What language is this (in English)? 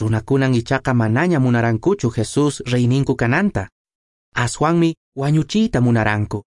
Quechua